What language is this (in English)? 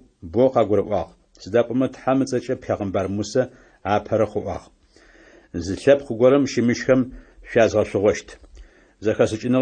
Adyghe